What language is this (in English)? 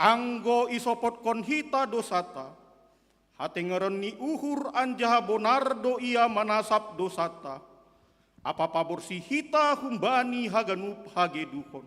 Batak Simalungun